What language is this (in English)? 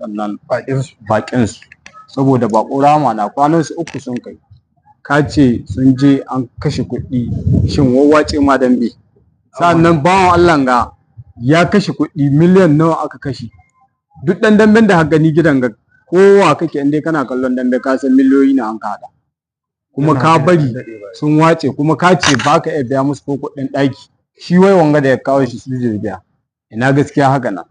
Hausa